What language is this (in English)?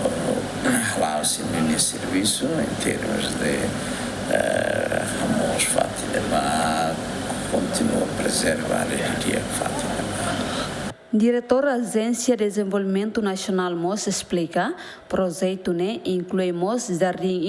Tetum